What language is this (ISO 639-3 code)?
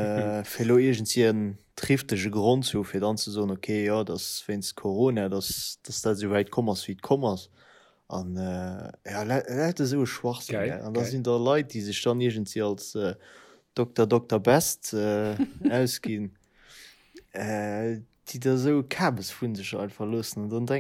ltz